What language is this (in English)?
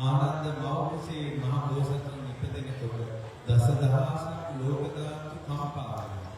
Sinhala